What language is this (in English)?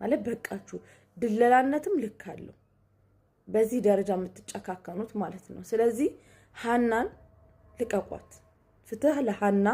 Amharic